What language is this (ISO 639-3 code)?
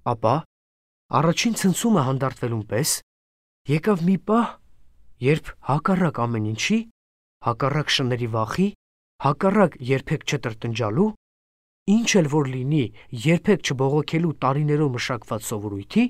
hye